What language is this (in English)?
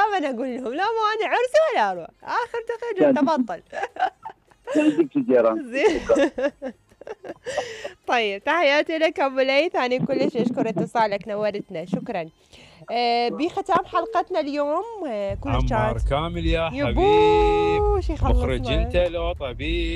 Mesopotamian Arabic